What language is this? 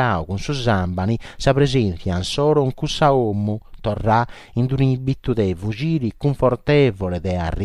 Sardinian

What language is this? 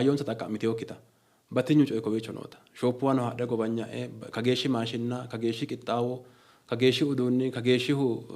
Sidamo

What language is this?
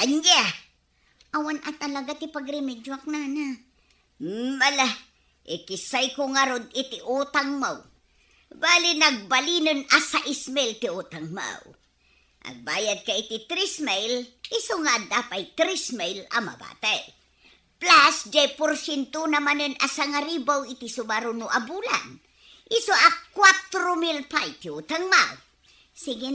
Iloko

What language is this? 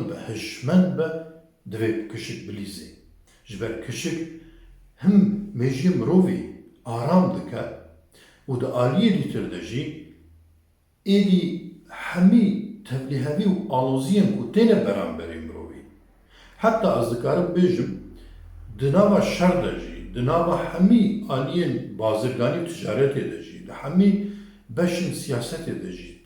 Kurdish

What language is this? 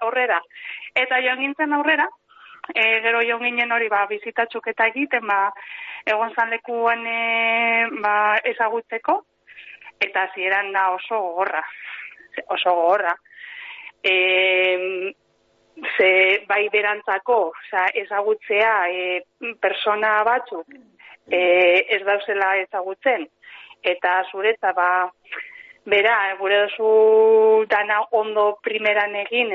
Basque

